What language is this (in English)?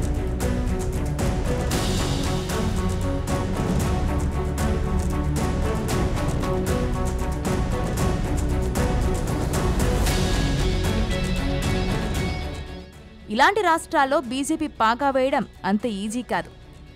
Telugu